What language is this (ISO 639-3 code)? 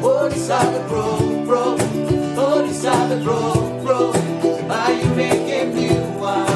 tgs